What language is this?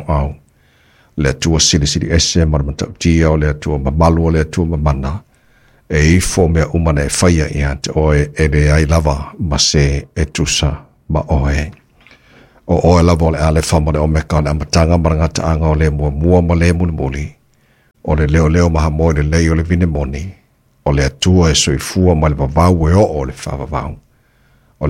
Samoan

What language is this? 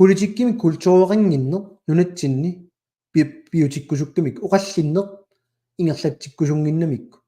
Kalaallisut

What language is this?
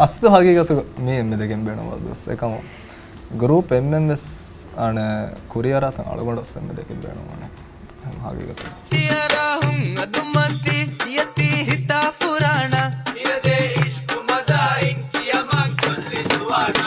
Divehi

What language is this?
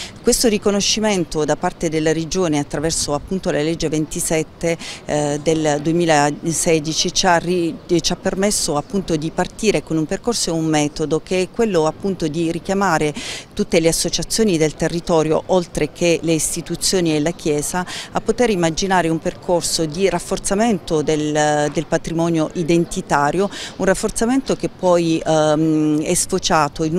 Italian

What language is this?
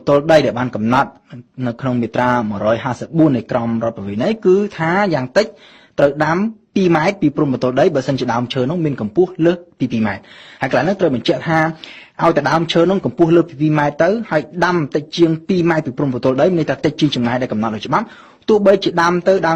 Khmer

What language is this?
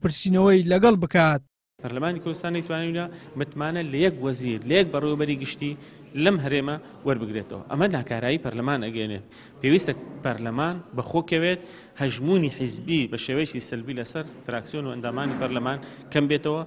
Central Kurdish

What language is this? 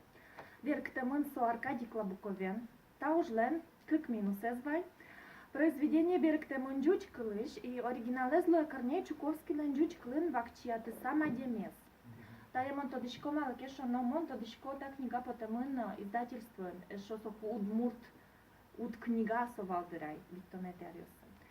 Udmurt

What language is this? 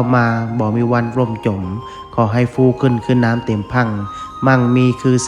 Lao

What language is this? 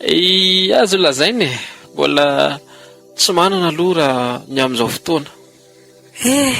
Malagasy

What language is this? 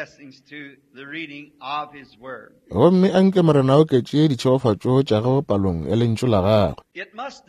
Northern Sotho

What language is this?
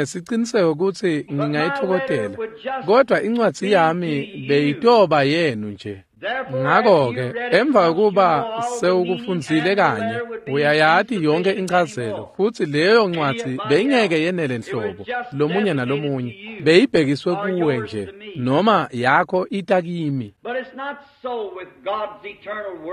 Swati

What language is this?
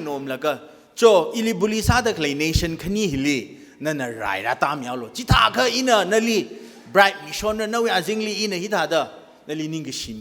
Tangkhul Naga (India)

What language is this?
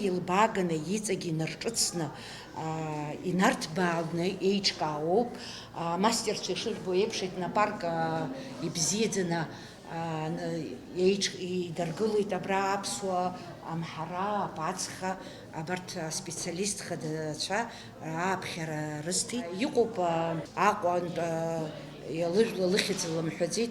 Abkhazian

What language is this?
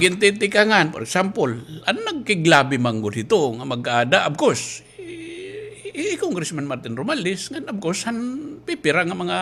Waray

